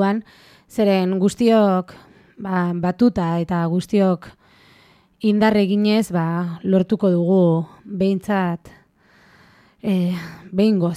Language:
Basque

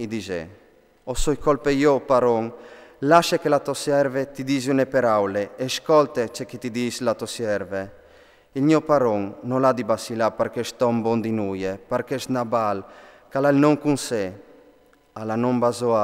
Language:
Friulian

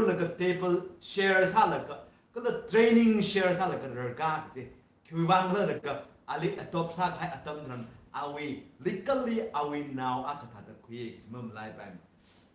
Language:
Tangkhul Naga (India)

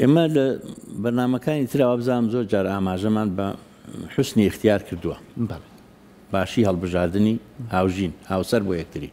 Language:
Central Kurdish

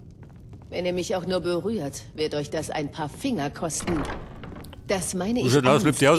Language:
Bavarian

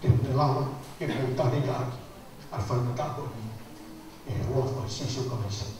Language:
Tongan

